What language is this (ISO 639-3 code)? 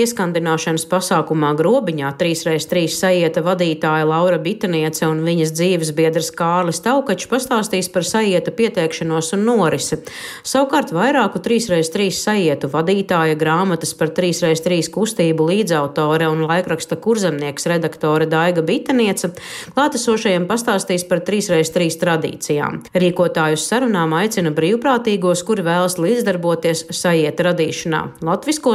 lav